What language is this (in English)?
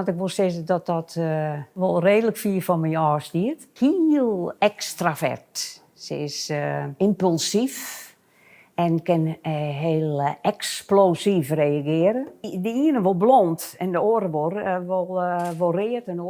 Western Frisian